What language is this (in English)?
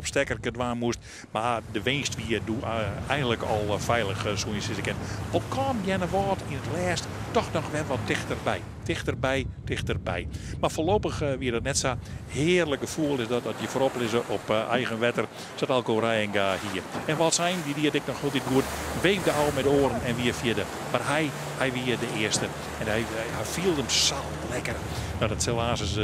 Western Frisian